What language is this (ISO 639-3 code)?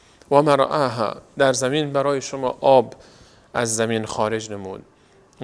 fas